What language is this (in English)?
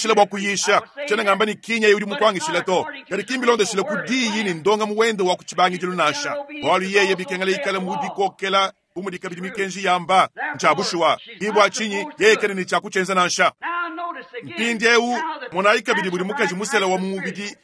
Luba-Lulua